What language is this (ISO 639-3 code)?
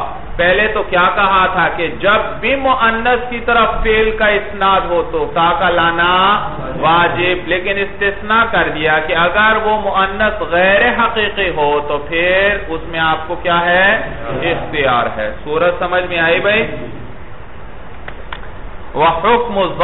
urd